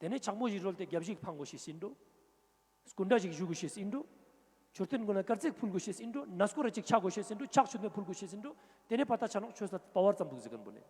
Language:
Ladakhi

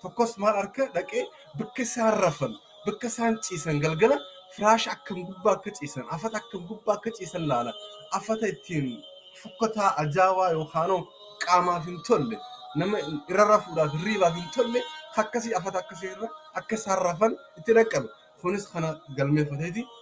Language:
Oromo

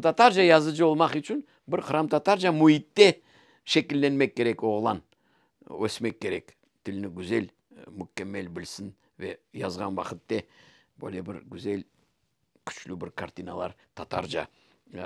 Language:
Crimean Tatar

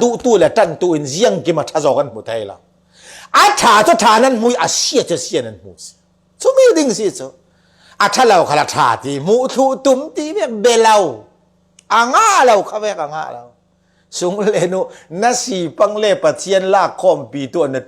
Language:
Falam Chin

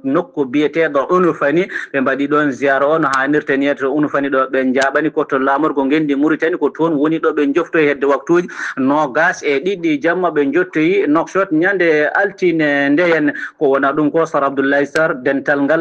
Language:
Fula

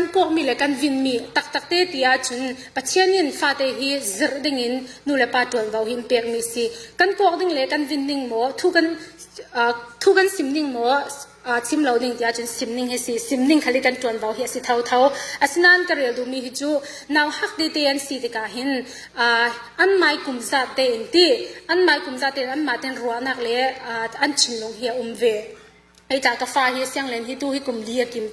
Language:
Falam Chin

